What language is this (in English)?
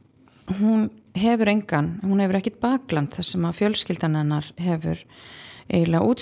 Icelandic